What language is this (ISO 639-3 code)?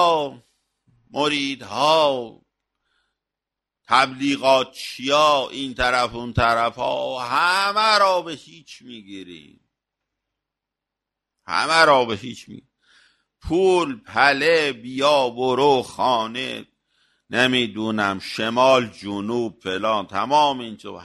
fas